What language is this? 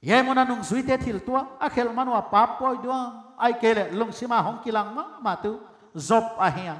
Paite Chin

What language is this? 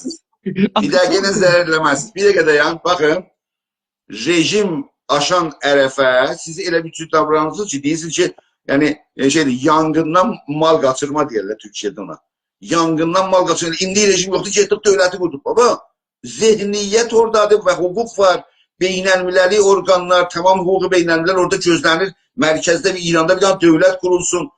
South Azerbaijani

